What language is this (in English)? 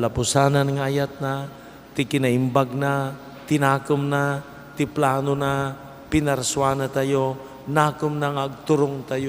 Iloko